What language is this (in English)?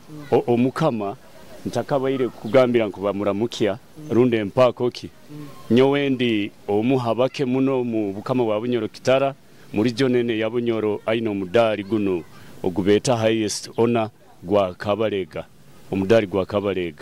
Nyoro